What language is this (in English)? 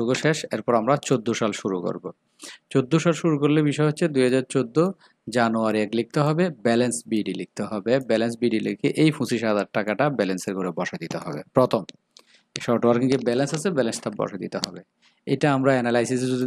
Bangla